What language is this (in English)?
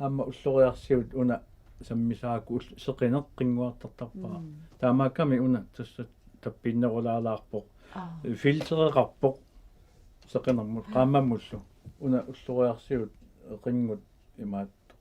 Kalaallisut